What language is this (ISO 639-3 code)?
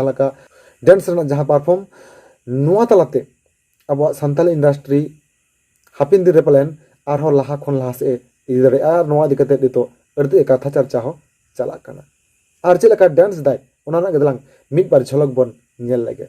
sat